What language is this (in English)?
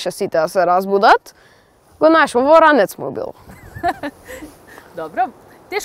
Macedonian